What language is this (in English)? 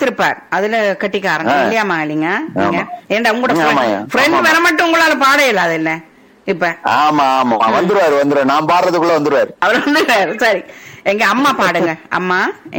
Tamil